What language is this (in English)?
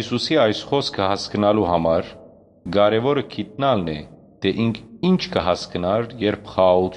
Western Armenian